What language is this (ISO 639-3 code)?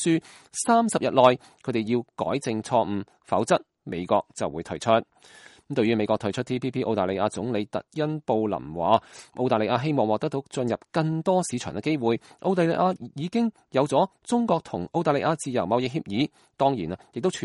yue